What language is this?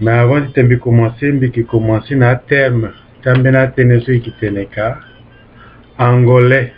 Sango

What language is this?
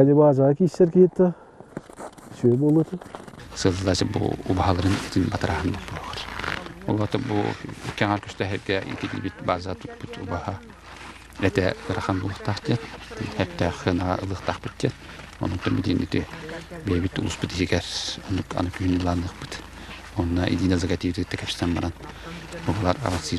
Yakut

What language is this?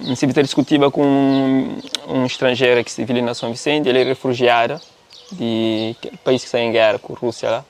Kabuverdianu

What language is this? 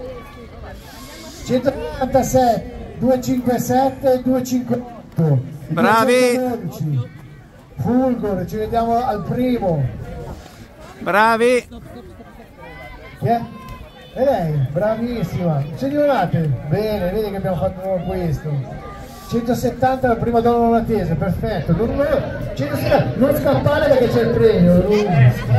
Italian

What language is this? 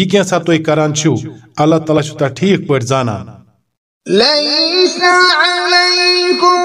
Kashmiri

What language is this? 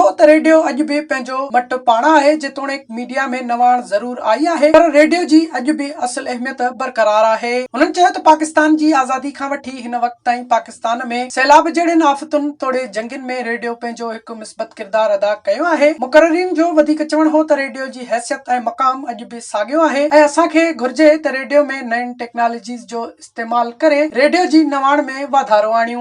Sindhi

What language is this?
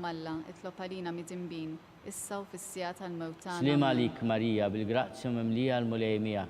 Maltese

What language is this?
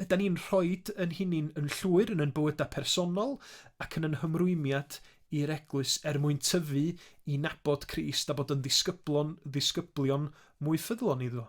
Welsh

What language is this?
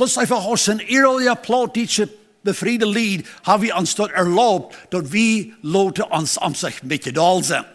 Plautdietsch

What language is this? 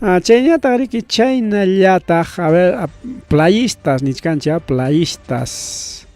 Ayacucho Quechua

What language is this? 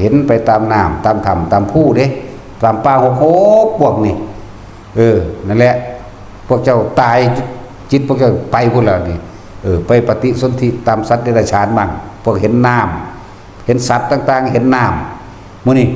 Northeastern Thai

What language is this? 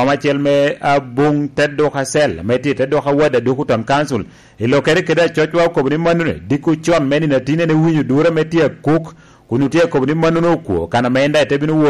Lango (Uganda)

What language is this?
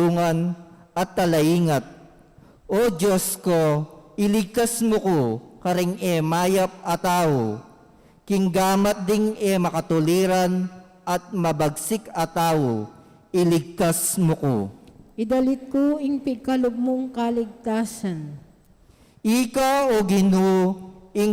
Pampanga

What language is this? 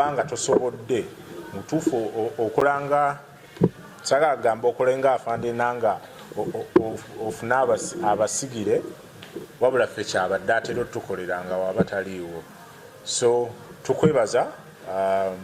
Ganda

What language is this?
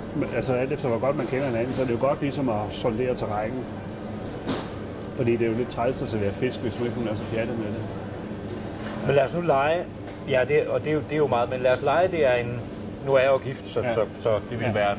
Danish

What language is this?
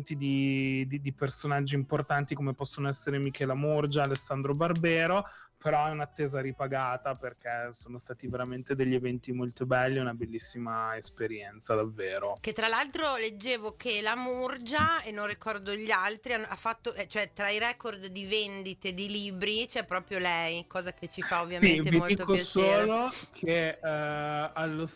Italian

